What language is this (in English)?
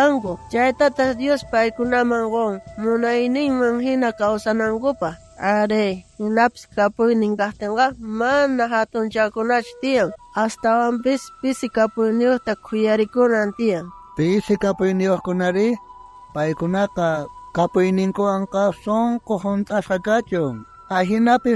South Bolivian Quechua